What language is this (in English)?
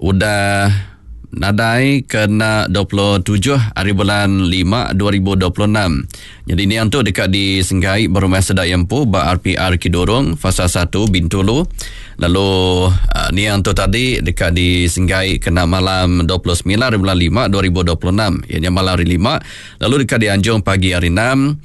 Iban